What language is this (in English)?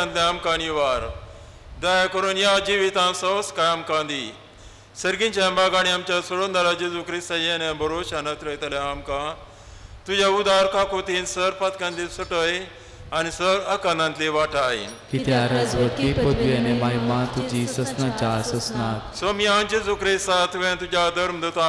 Konkani